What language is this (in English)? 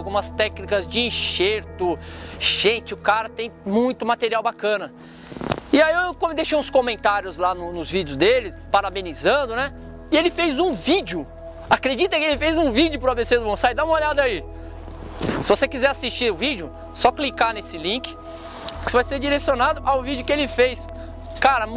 Portuguese